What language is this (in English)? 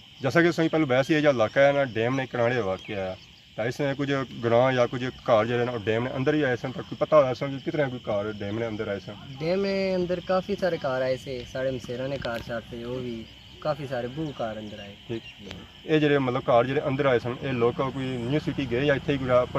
Pahari-Potwari